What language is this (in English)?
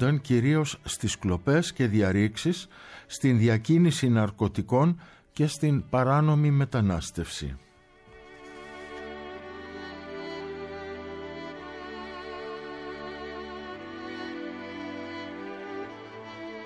Greek